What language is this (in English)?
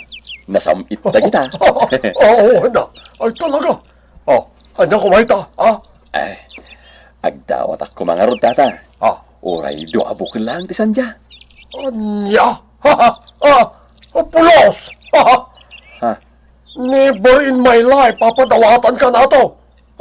Iloko